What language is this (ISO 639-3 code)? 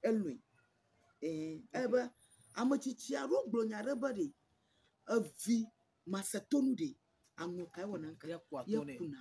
ewe